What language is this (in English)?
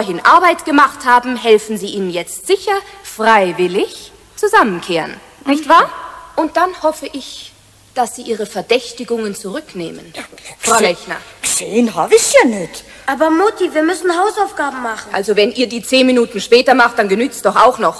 German